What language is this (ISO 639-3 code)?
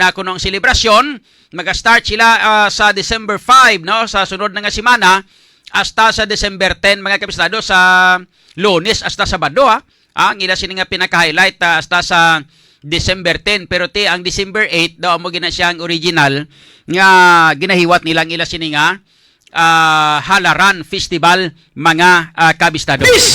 hil